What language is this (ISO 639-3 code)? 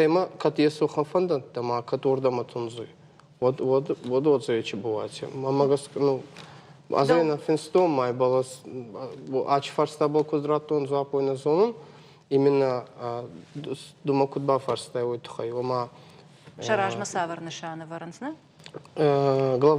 oss